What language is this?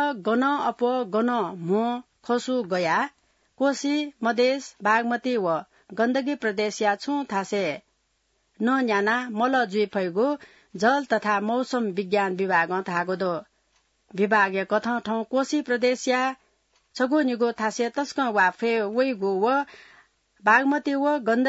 Newari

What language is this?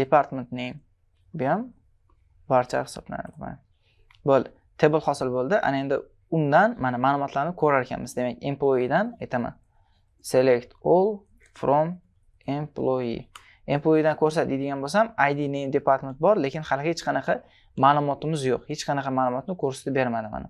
Uzbek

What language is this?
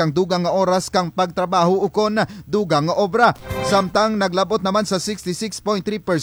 Kinaray-a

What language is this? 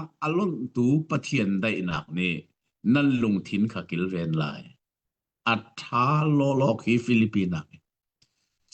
Hakha Chin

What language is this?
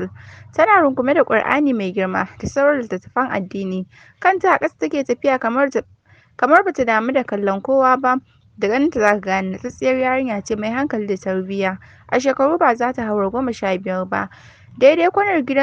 Hausa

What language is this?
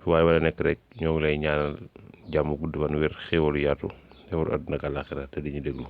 Wolof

